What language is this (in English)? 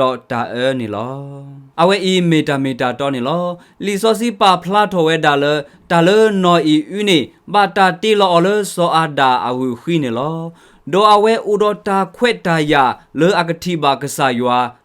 S'gaw Karen